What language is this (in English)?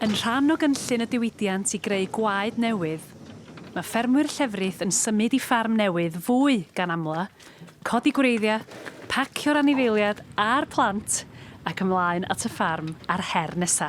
Welsh